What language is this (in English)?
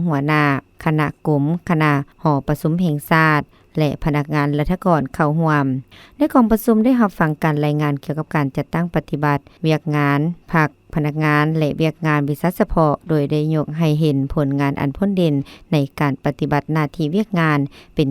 Lao